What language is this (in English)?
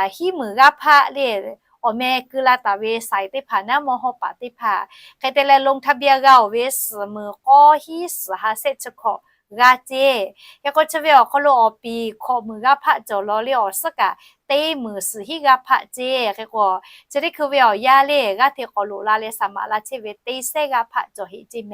Lahu